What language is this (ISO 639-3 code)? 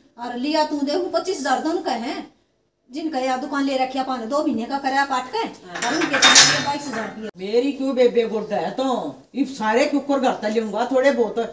bgc